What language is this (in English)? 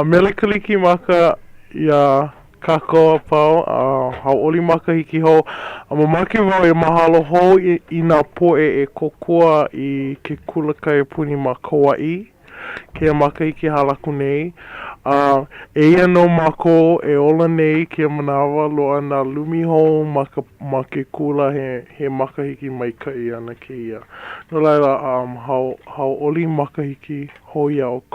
Hawaiian